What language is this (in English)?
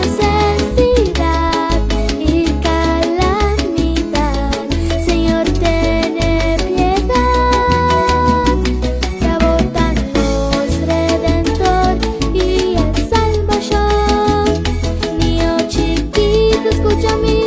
Papiamento